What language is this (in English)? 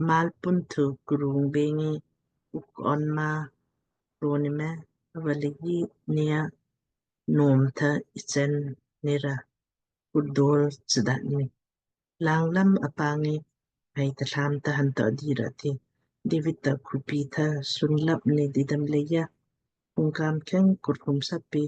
Lamkang